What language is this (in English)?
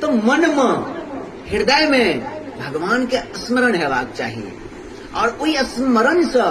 Maithili